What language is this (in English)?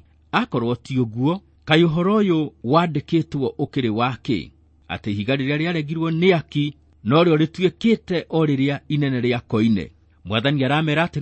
Kikuyu